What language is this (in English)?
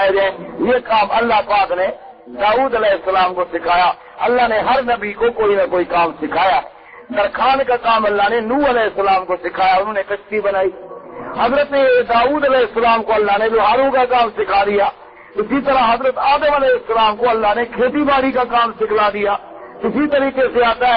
Urdu